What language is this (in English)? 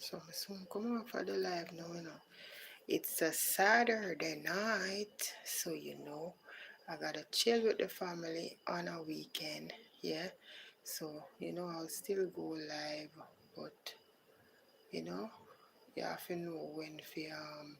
Jamaican Creole English